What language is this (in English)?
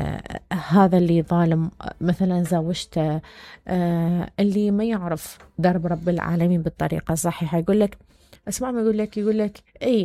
Mesopotamian Arabic